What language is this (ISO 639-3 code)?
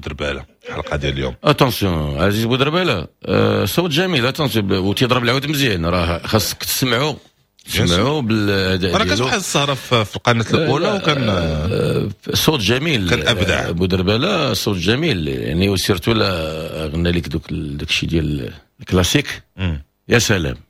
ary